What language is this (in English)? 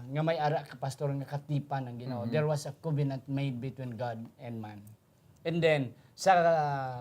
Hiligaynon